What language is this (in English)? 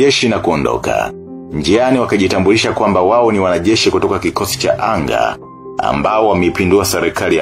Swahili